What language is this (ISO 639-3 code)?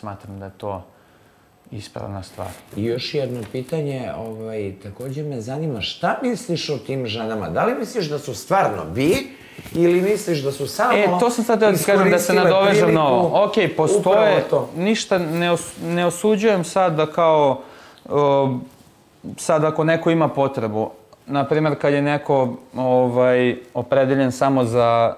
bos